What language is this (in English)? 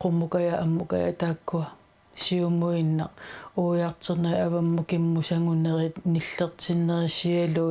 Kalaallisut